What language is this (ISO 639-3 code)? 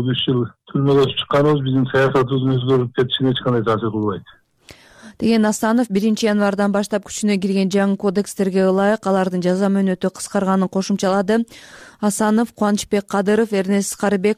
kir